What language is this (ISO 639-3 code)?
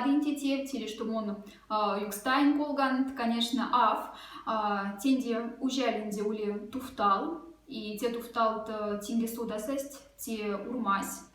mdf